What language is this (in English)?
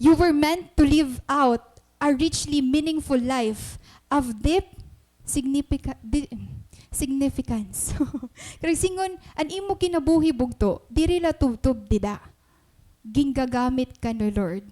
Waray